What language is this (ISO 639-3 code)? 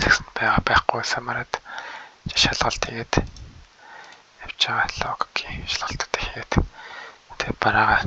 mon